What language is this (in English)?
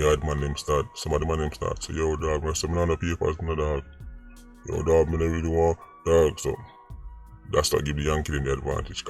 Jamaican Creole English